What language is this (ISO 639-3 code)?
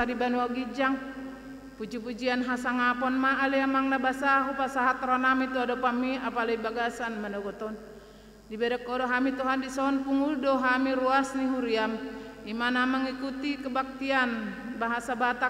bbc